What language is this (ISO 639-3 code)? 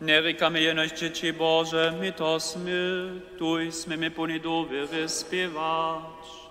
hsb